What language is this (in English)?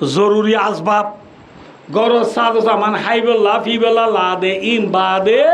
Rohingya